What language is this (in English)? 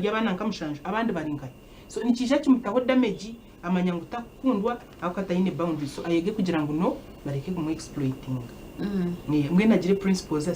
Nyankole